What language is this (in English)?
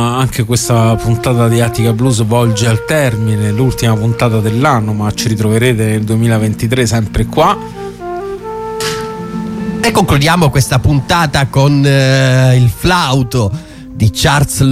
Italian